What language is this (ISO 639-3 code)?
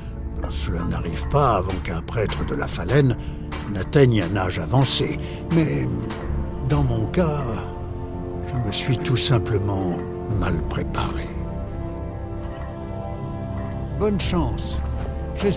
fra